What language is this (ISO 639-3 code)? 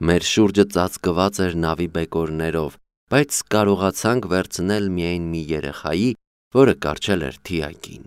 hye